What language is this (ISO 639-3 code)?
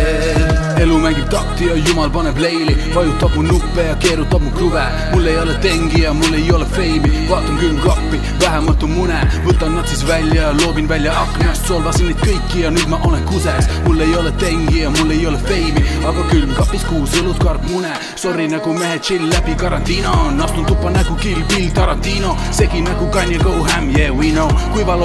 est